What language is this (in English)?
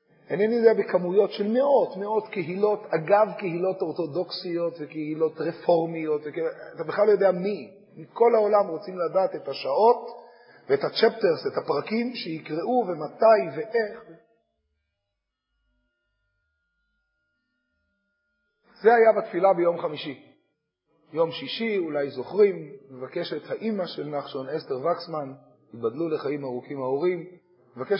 Hebrew